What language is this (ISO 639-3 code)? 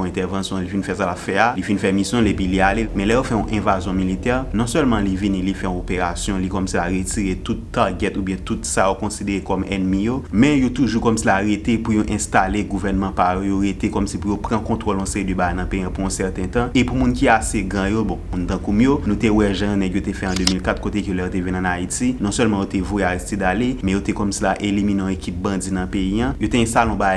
hat